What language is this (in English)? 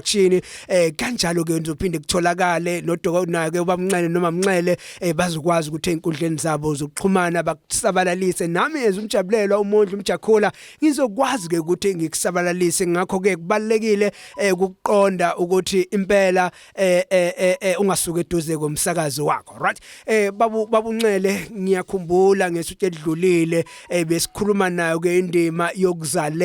Zulu